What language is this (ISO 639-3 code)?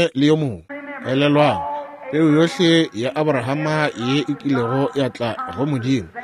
nso